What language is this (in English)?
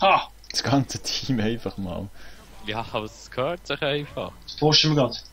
Swiss German